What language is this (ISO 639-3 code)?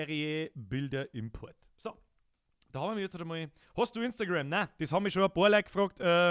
bar